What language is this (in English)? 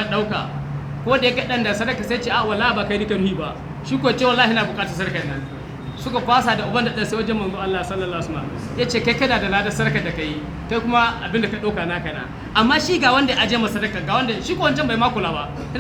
Hausa